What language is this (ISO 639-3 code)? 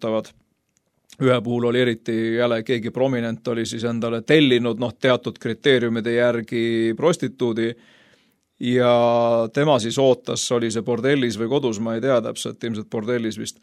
est